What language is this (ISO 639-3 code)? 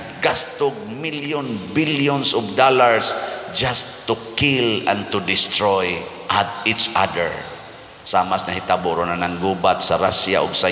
ceb